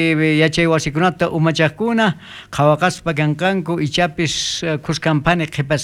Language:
South Bolivian Quechua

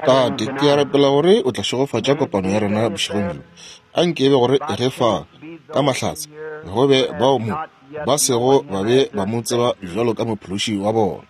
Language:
Northern Sotho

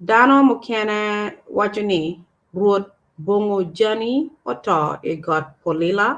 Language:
Acoli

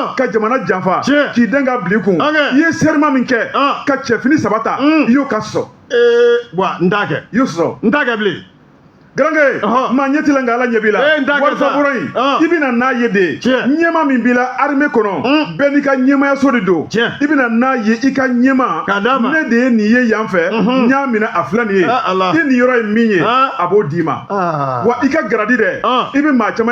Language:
Bambara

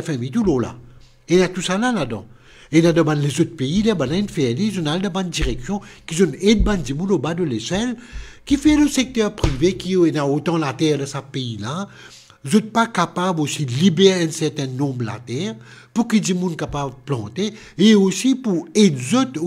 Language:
Morisyen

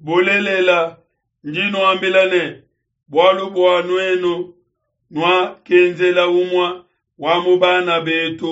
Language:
Luba-Lulua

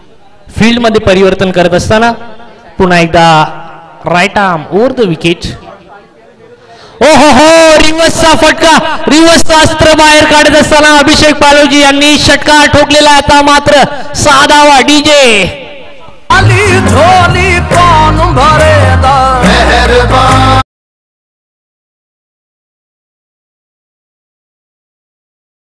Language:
Marathi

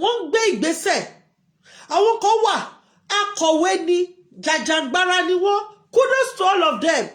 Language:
Yoruba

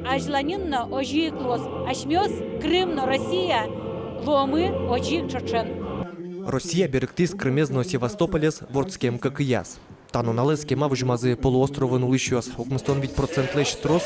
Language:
Udmurt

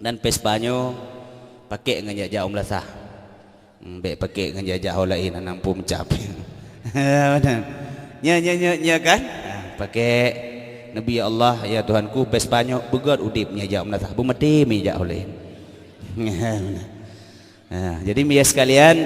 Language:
Achinese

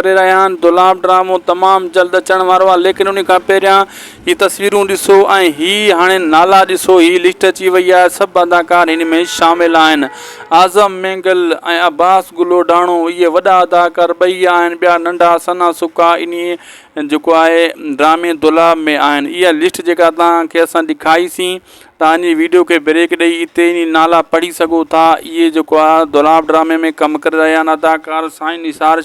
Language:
Sindhi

